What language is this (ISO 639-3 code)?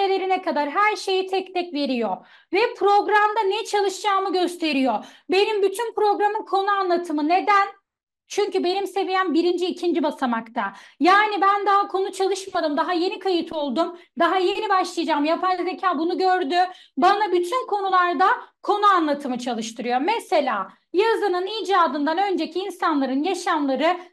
tur